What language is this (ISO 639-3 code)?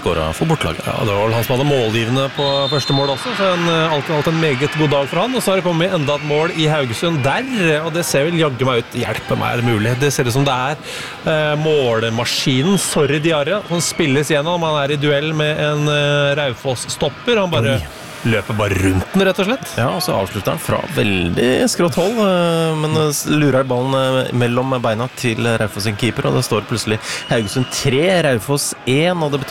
nor